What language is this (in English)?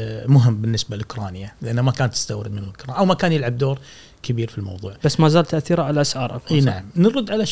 Gulf Arabic